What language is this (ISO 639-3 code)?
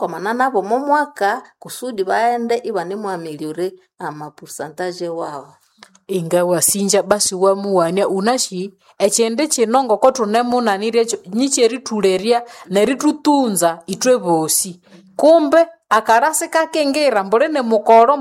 nnb